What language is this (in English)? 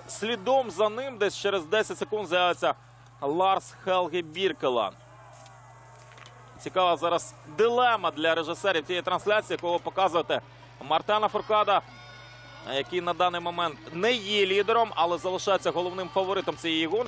Ukrainian